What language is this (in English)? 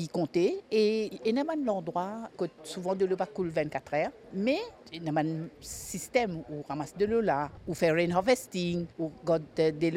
Morisyen